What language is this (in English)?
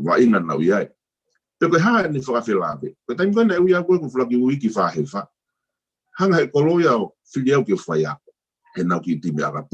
Tongan